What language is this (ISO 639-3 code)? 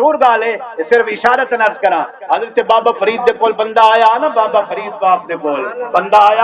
skr